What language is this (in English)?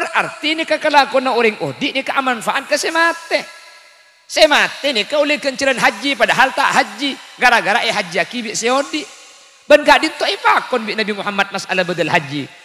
Madurese